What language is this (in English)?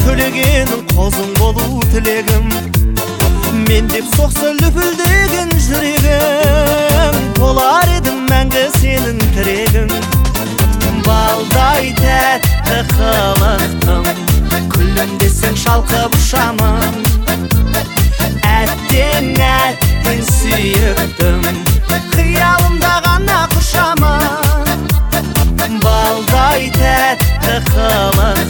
Kazakh